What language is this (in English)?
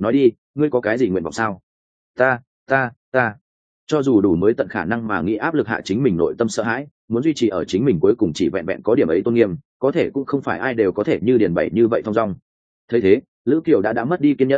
Vietnamese